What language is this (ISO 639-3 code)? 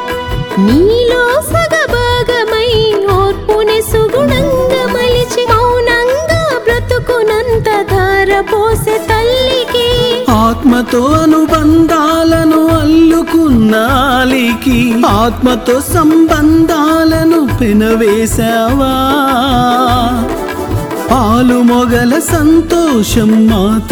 tel